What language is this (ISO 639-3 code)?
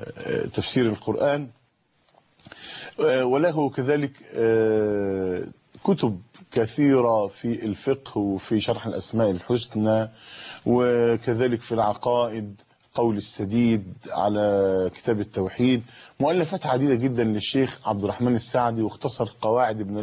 ara